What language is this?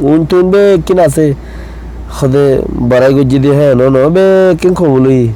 Rohingya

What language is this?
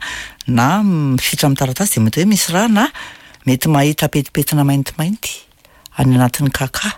Malagasy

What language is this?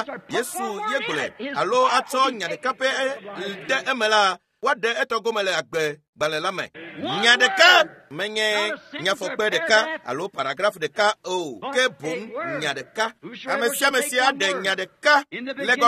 Ewe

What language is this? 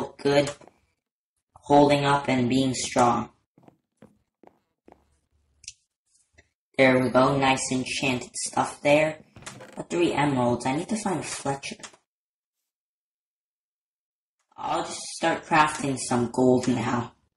English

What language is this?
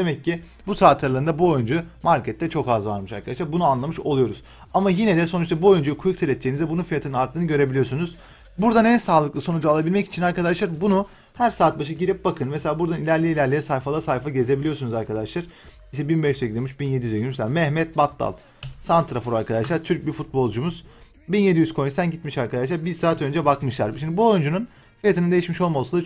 Turkish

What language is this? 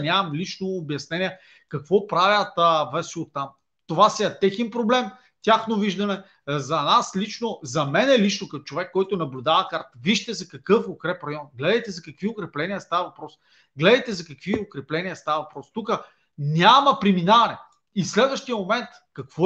Bulgarian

